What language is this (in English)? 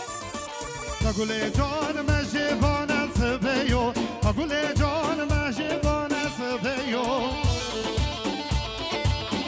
Persian